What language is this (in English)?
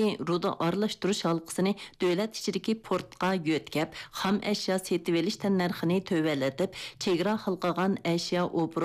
Uyghur